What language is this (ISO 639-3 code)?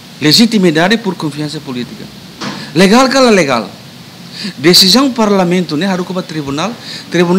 tet